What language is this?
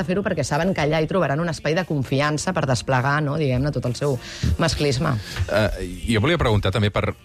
Catalan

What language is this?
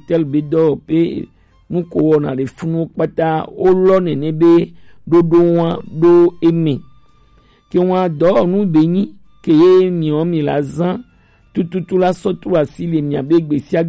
Gen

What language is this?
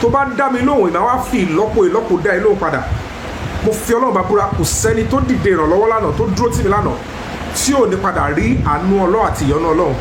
Yoruba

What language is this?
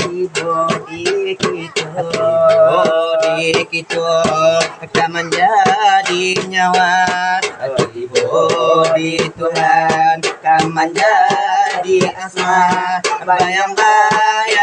Minangkabau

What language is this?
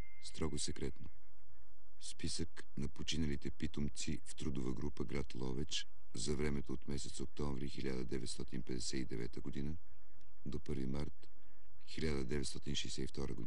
Bulgarian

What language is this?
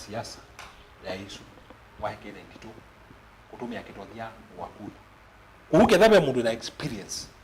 Kamba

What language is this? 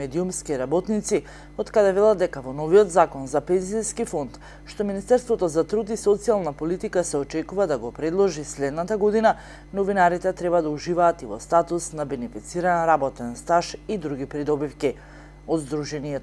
Macedonian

